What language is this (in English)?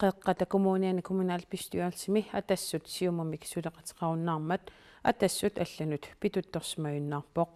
Kalaallisut